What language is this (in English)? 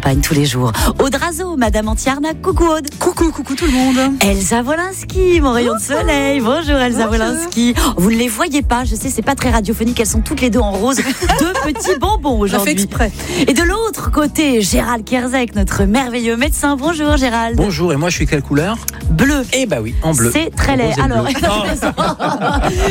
French